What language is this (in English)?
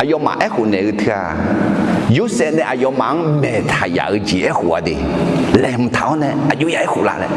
Akha